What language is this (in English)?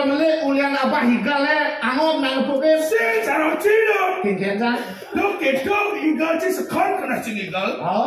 Balinese